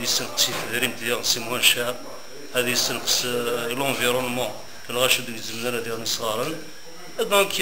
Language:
Kabyle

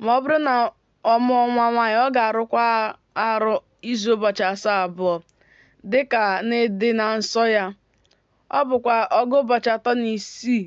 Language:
Igbo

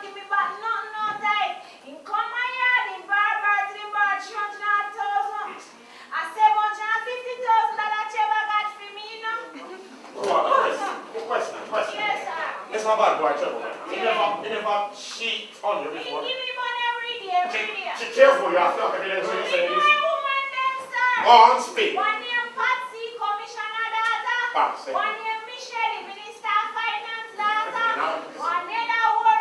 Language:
Jamaican Creole English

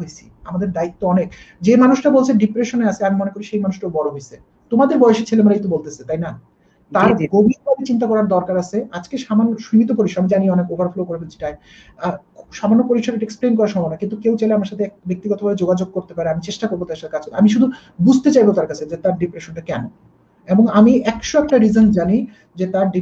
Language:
Bangla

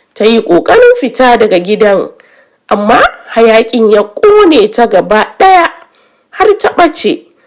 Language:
Hausa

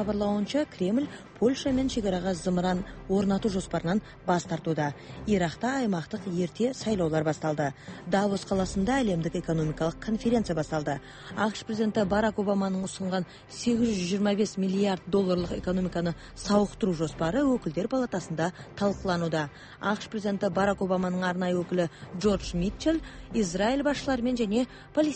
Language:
Kazakh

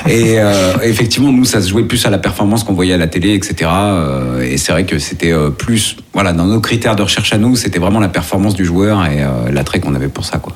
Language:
French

